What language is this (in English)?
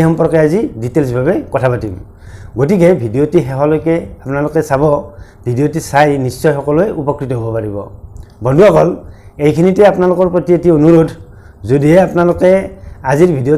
Assamese